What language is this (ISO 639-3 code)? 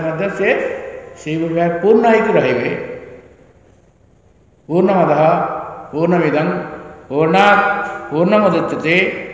ori